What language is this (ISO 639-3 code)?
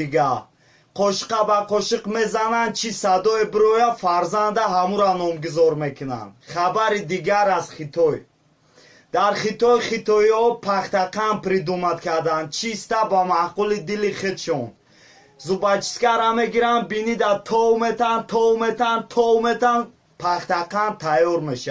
tgk